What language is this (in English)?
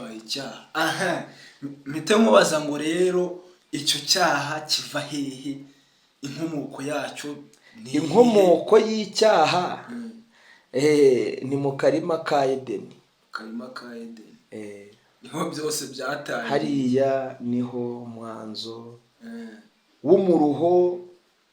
Kinyarwanda